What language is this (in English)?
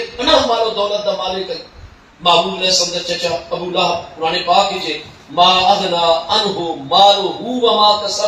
Saraiki